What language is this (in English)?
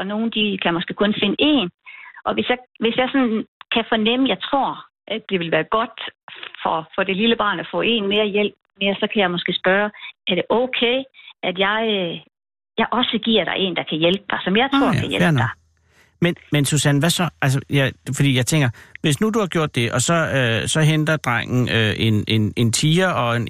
Danish